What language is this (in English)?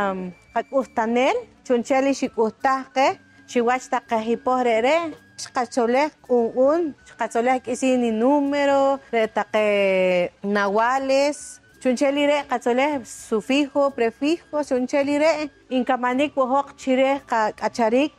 Poqomchi'